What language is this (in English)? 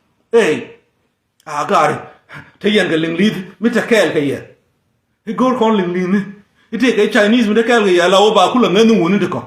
Nuer